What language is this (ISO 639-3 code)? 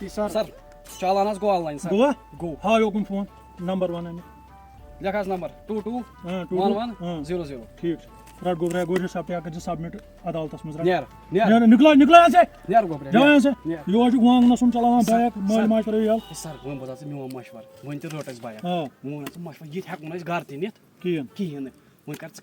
kas